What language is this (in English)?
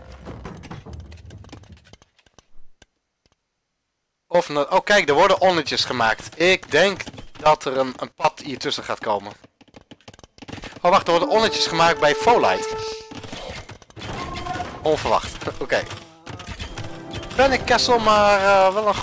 Dutch